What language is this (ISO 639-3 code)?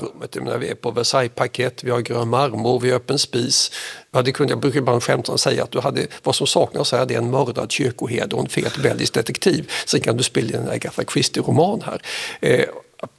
swe